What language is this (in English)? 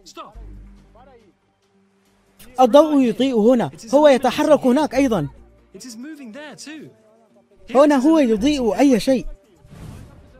Arabic